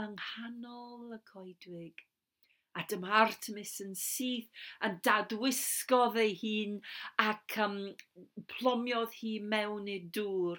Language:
Welsh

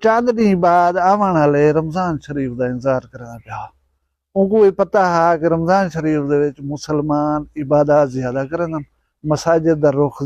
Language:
Saraiki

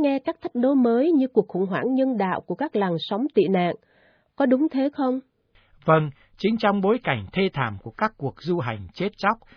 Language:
Vietnamese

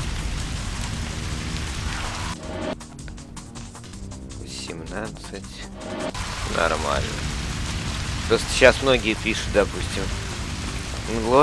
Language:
Russian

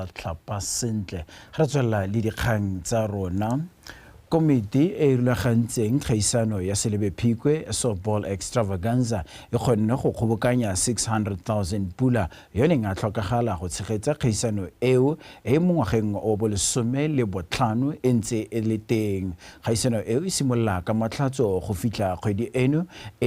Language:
Tswana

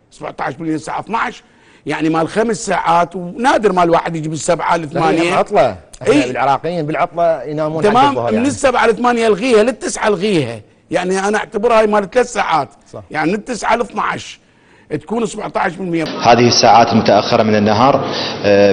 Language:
Mesopotamian Arabic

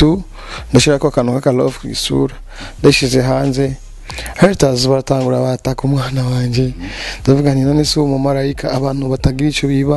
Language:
Rundi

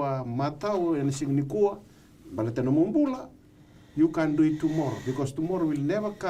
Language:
Fijian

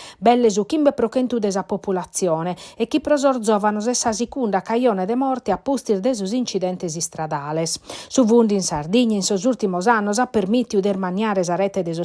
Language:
Sardinian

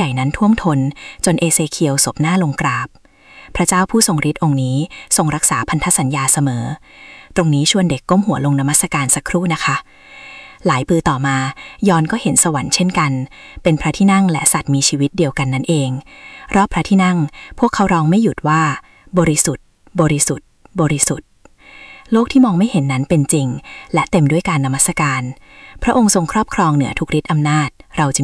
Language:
Thai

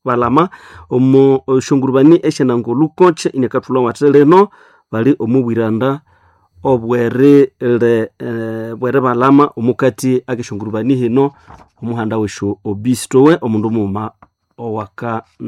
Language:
Nande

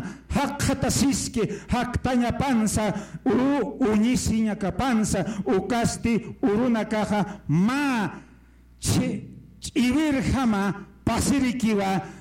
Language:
Aymara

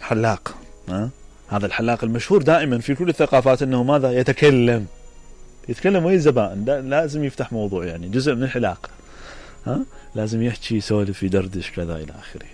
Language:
Mesopotamian Arabic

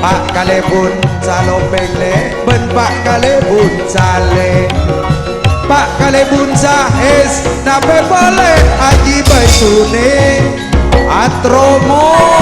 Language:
Madurese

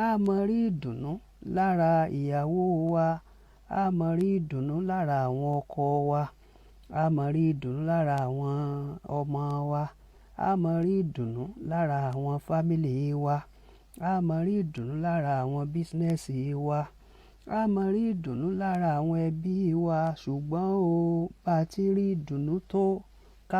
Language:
Yoruba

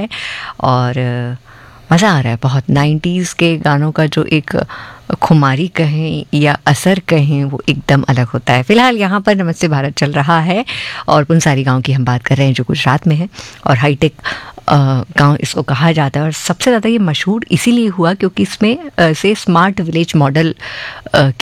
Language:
Hindi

